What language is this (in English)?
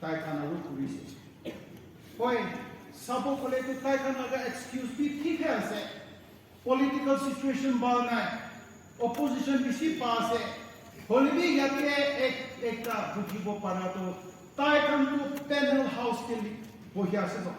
Naga Pidgin